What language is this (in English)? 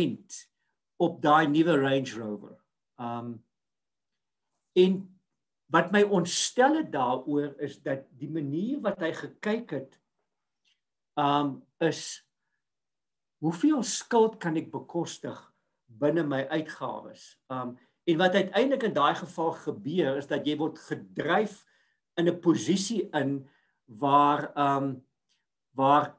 Afrikaans